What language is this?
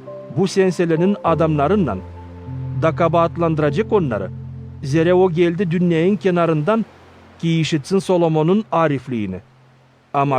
Gagauz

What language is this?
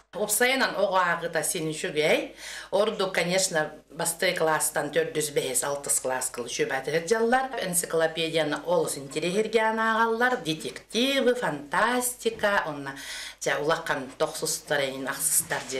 Yakut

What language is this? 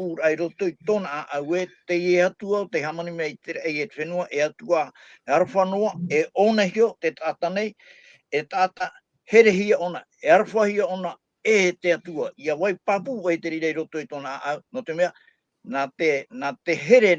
Tahitian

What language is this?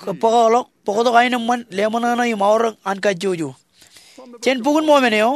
Marshallese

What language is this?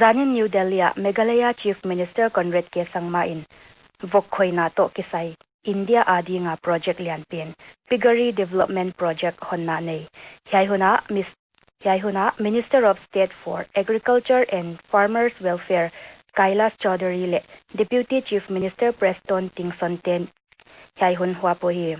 Paite Chin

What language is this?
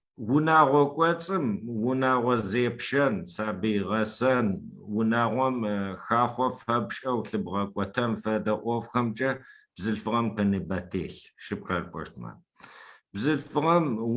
Adyghe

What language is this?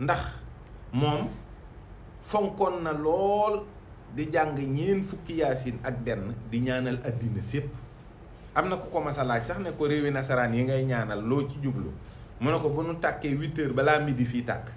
Wolof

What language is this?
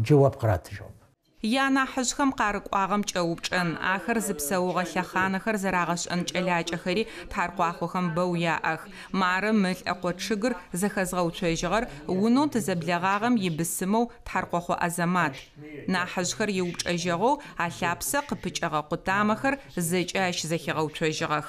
Adyghe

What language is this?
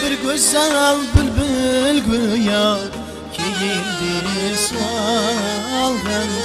Kara-Kalpak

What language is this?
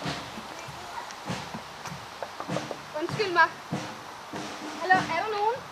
Danish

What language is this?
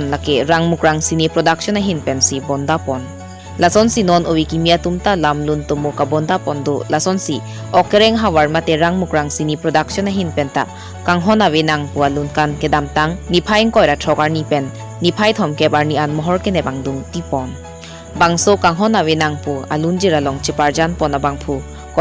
Karbi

